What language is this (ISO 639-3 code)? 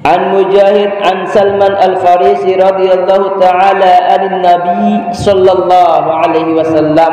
sas